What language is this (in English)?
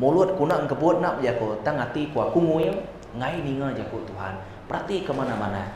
Iban